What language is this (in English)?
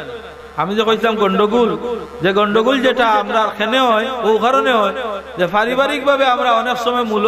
Sylheti